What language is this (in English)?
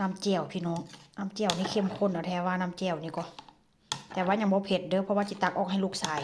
Northeastern Thai